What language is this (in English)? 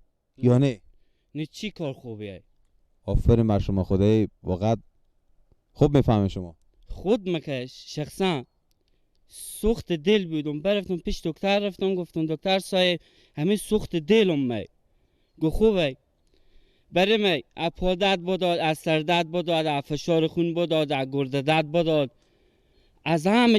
Persian